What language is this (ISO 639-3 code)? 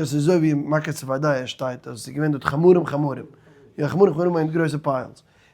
yid